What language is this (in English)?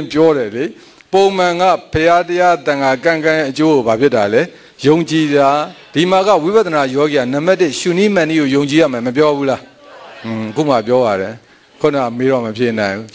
Burmese